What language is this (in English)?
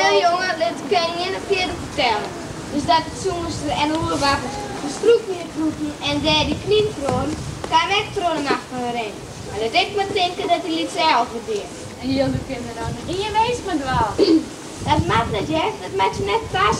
Western Frisian